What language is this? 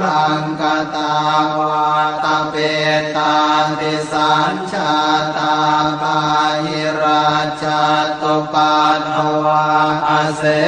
Pali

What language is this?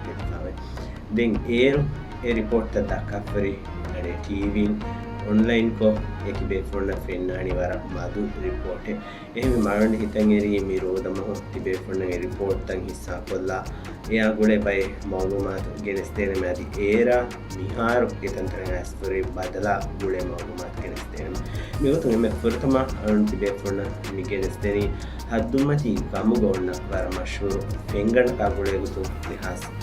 Divehi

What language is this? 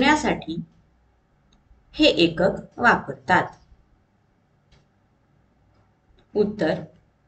Marathi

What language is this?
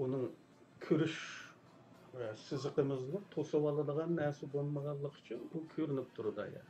Uyghur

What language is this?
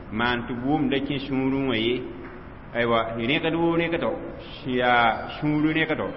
Mossi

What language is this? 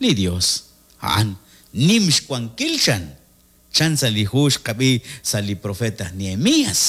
Kekchí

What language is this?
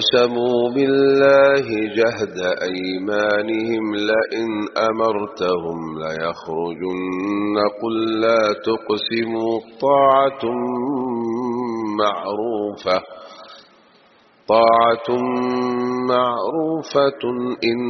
Arabic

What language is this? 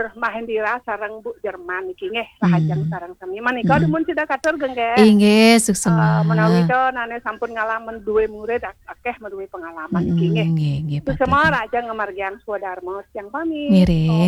Balinese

